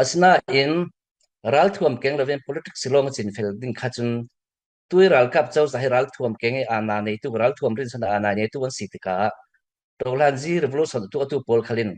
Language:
Falam Chin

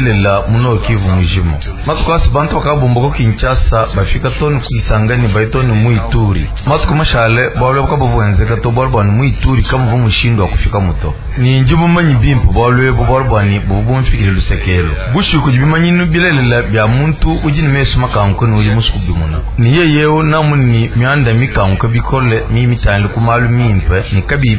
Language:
Luba-Lulua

